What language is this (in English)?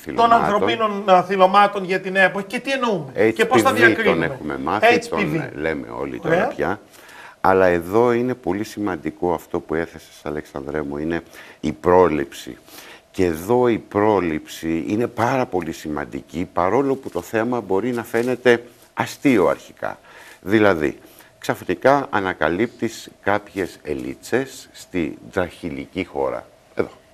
Greek